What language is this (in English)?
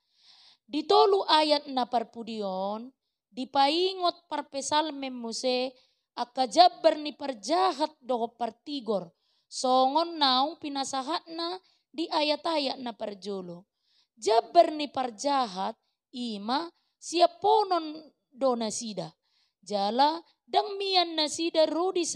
Batak Toba